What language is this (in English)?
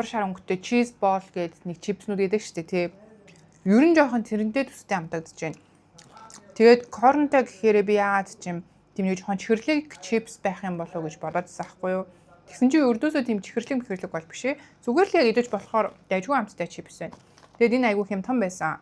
Mongolian